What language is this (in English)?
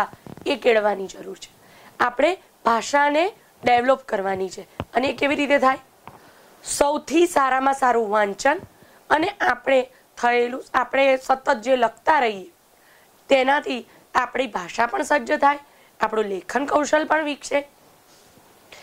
Gujarati